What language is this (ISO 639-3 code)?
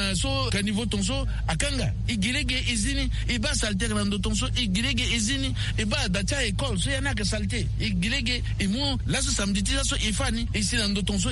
sag